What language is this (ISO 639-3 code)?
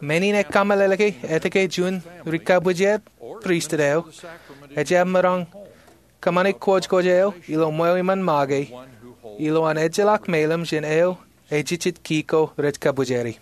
mah